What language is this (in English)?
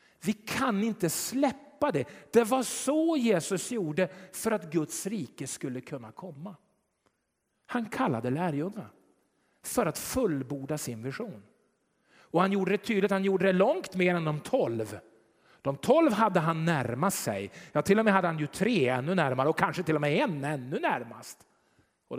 Swedish